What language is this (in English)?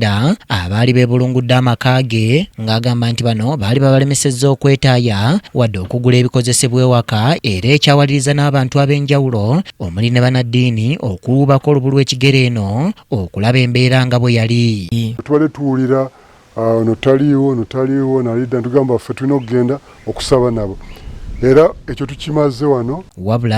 Ganda